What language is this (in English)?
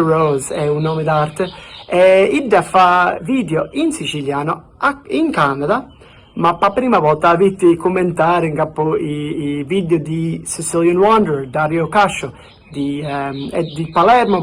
Sicilian